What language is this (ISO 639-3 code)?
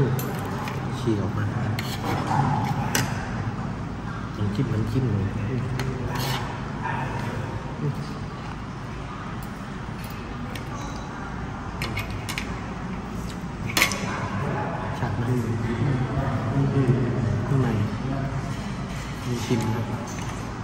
tha